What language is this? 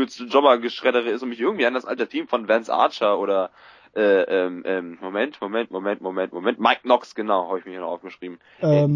German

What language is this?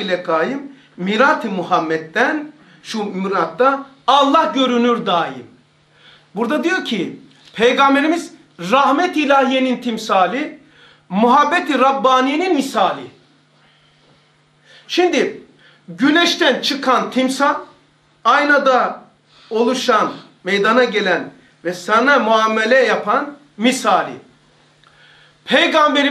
Turkish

